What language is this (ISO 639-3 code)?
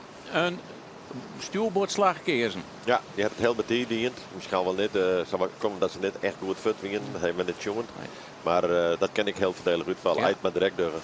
fry